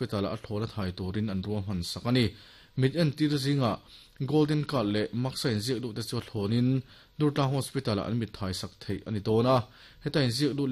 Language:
Mizo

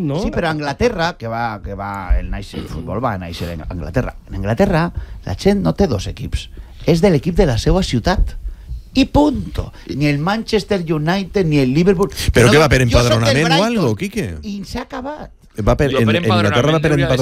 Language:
Catalan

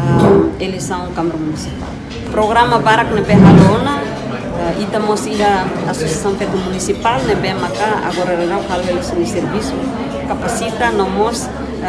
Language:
Tetum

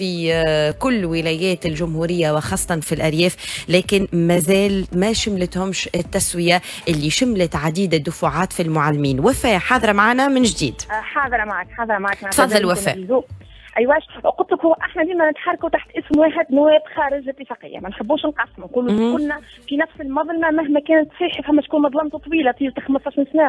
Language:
Tunisian Arabic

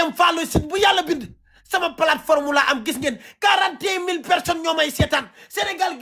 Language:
Wolof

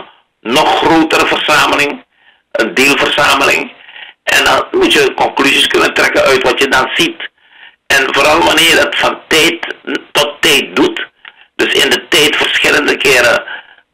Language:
Dutch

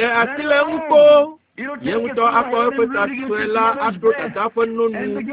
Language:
Ewe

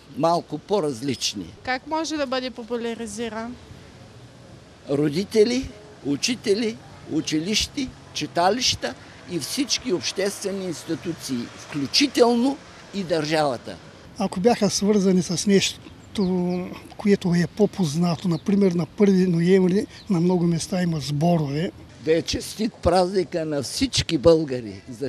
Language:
Bulgarian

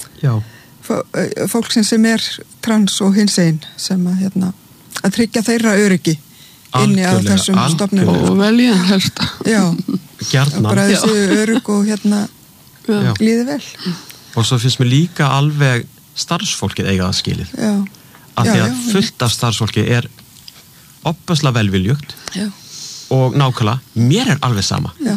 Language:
Icelandic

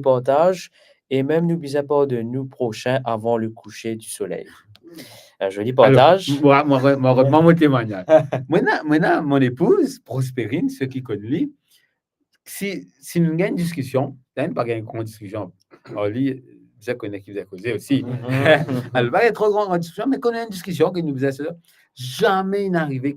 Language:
Morisyen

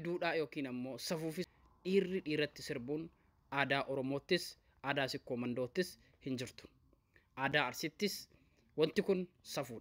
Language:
Oromo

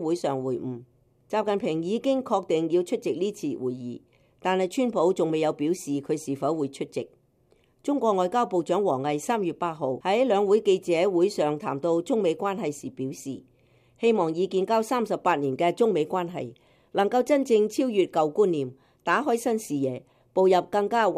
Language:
Cantonese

